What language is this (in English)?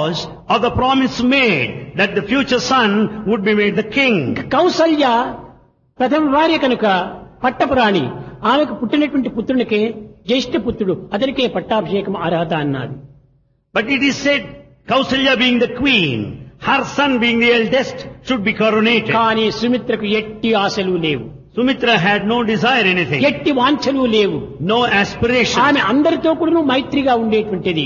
Telugu